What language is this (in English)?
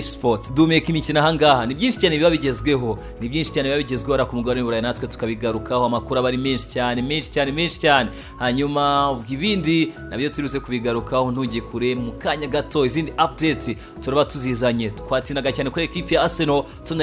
Kinyarwanda